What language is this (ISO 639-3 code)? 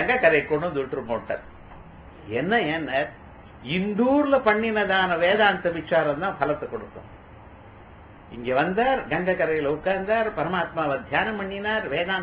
tam